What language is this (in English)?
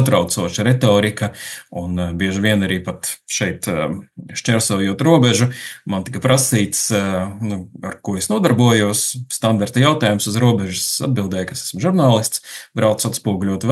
Latvian